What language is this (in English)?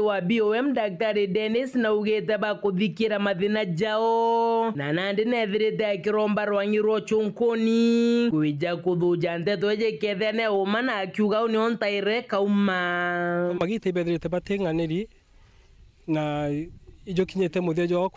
Meru